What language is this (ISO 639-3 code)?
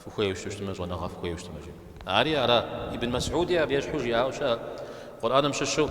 kbd